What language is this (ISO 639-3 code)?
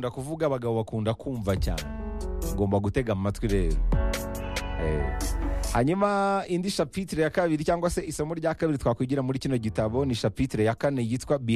kin